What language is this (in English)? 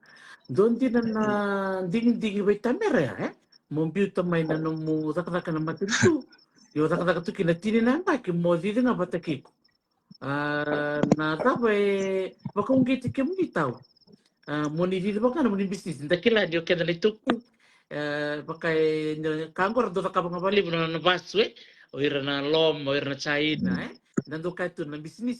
Fijian